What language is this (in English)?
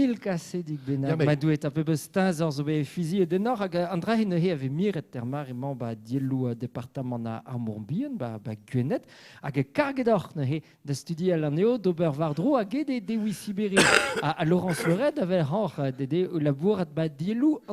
Breton